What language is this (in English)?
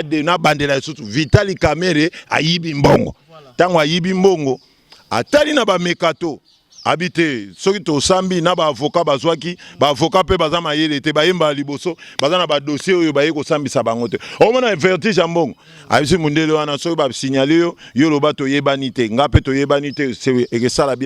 Lingala